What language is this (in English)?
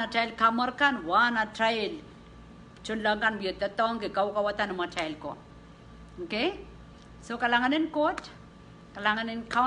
Pohnpeian